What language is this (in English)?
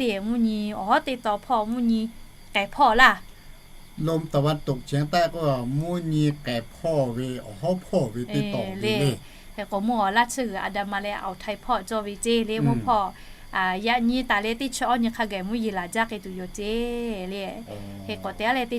Lahu